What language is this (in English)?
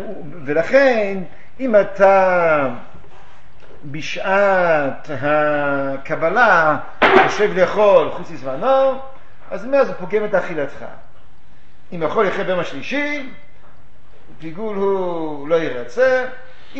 Hebrew